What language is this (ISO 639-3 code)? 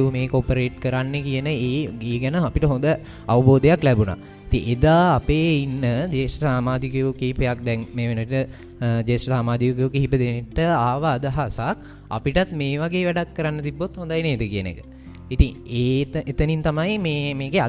sin